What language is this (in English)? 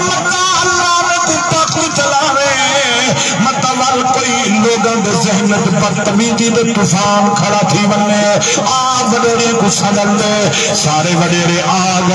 Saraiki